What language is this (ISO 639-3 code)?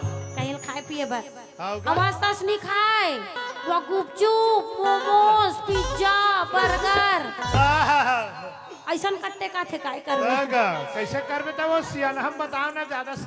hne